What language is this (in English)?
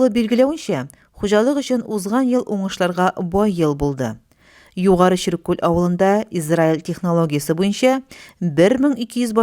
Tatar